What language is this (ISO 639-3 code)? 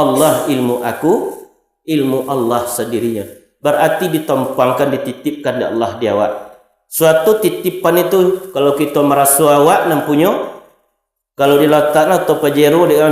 min